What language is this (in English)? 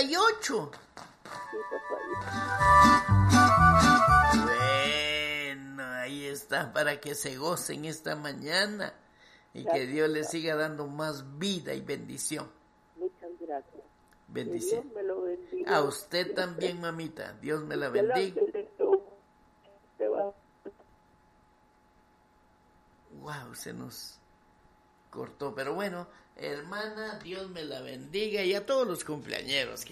Spanish